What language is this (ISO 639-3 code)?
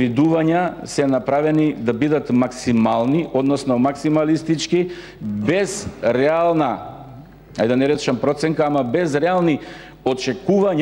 mkd